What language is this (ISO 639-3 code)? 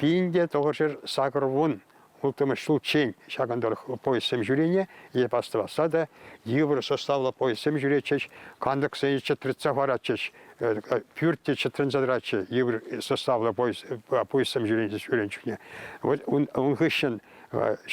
chv